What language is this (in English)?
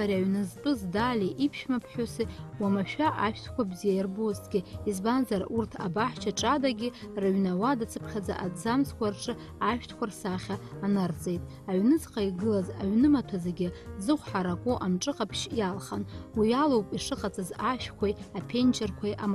Abkhazian